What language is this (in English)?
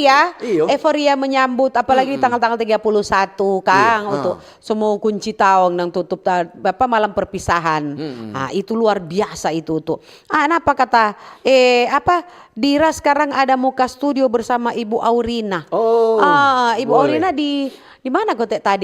Manado Malay